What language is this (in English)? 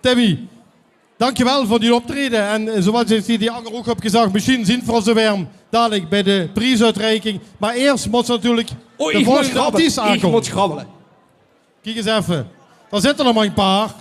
Limburgish